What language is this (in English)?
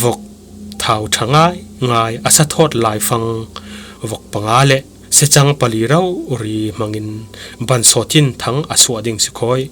Falam Chin